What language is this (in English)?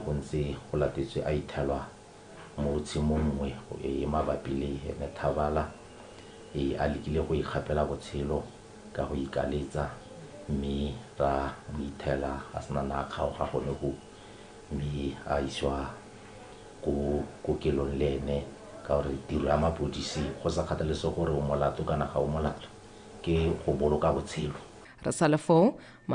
Tswana